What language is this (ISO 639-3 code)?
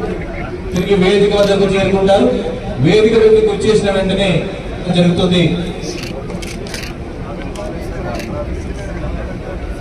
tel